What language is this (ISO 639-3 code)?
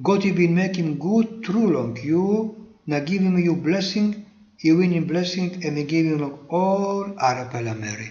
tpi